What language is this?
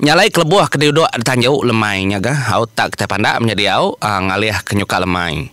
Iban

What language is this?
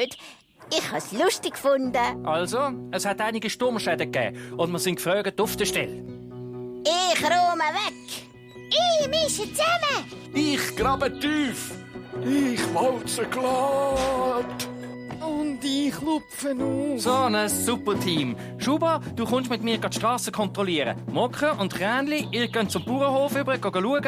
Swiss German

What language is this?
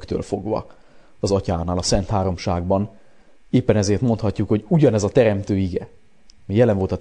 Hungarian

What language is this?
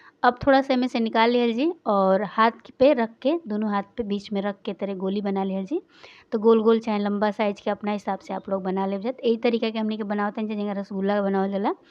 Bhojpuri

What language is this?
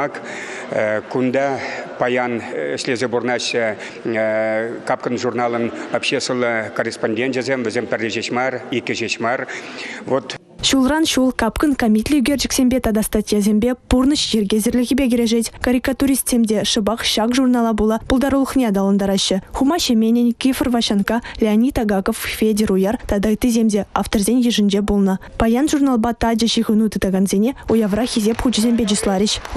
Chuvash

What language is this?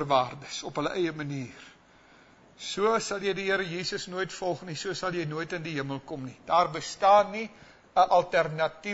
Afrikaans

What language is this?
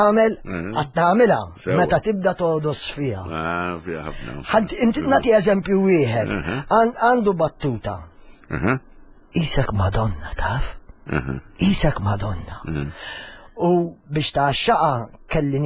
Maltese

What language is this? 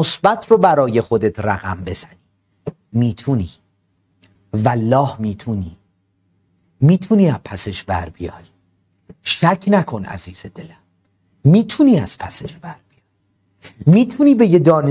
Persian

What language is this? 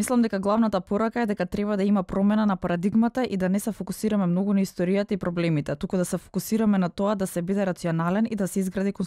Macedonian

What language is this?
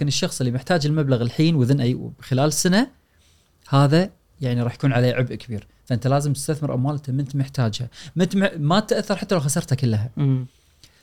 Gulf Arabic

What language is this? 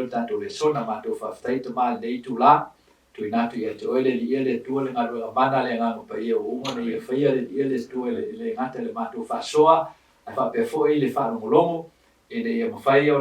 Samoan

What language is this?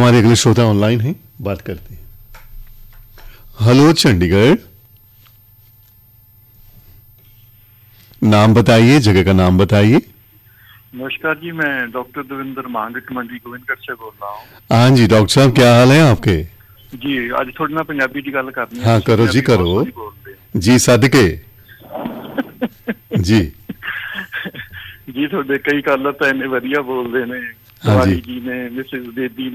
Hindi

